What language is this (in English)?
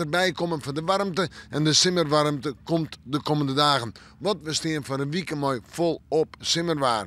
Western Frisian